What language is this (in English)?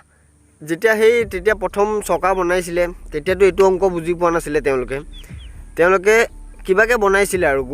Assamese